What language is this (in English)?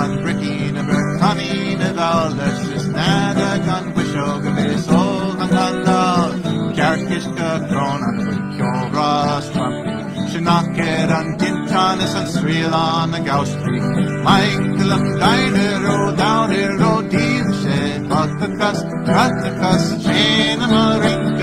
Irish